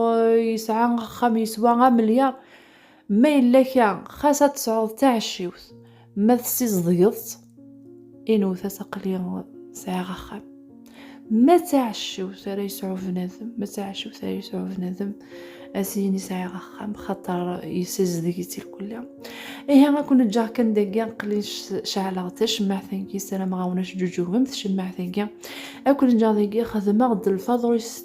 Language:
Kabyle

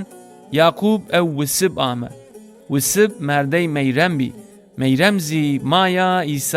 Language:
Zaza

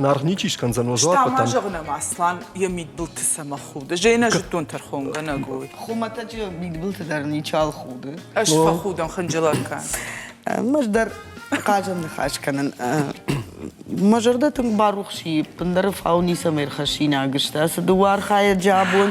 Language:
Ossetic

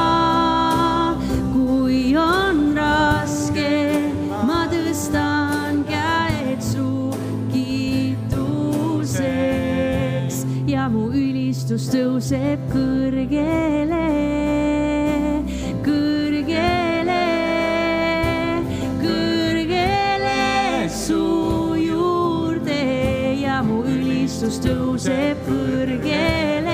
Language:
Estonian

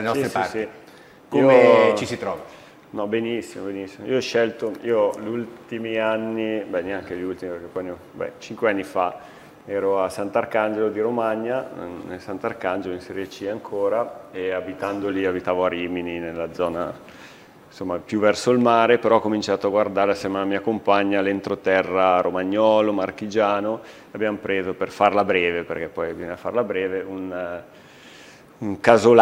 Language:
Italian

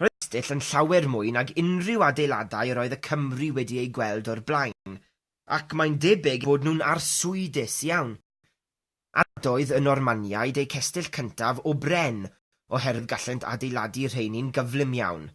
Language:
Welsh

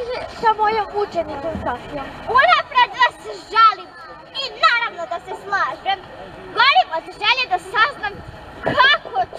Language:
Serbian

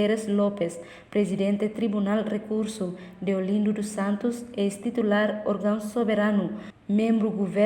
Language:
Tetum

